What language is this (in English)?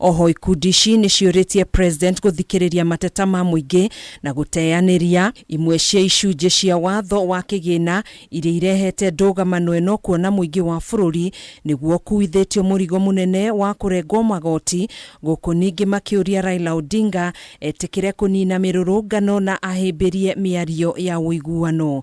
Kikuyu